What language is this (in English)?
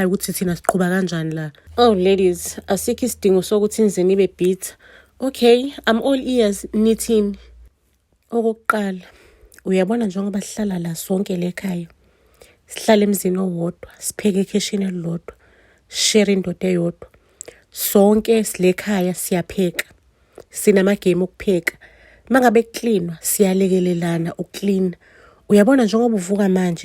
Zulu